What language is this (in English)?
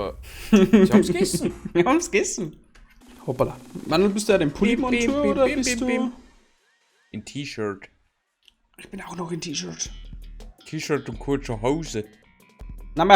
Bavarian